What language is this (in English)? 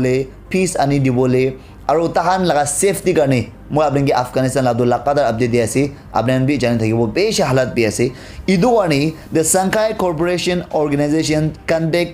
Naga Pidgin